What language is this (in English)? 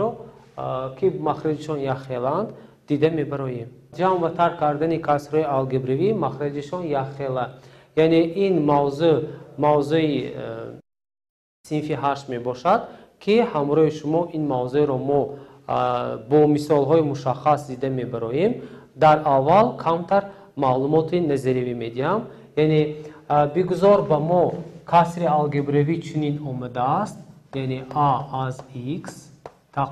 Tajik